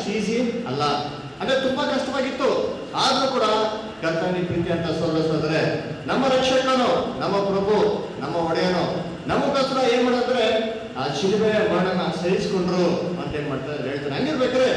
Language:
Kannada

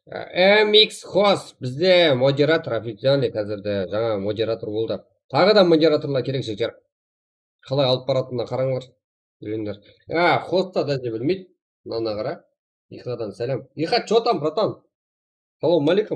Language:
Kara-Kalpak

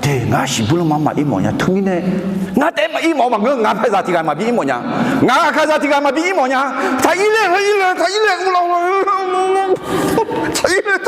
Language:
Akha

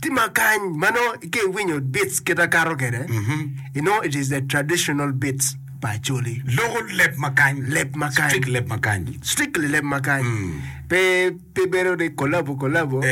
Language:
Acoli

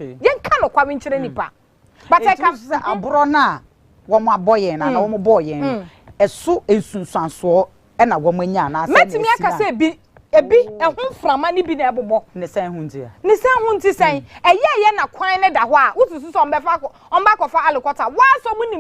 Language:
Akan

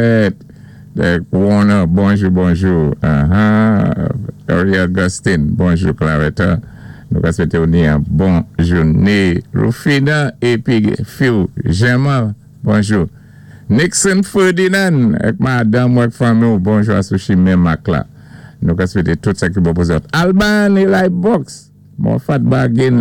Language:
Saint Lucian Creole French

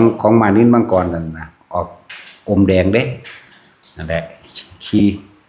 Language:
Northeastern Thai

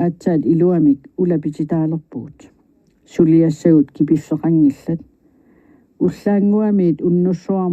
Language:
Kalaallisut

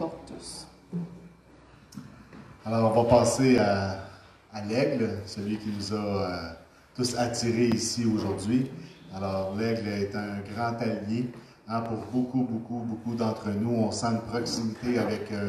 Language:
French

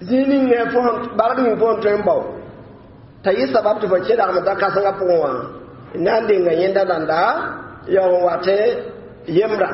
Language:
Mossi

